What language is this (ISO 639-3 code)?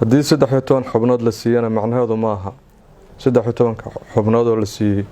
som